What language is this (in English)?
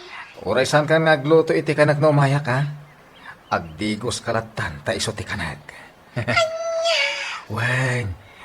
Iloko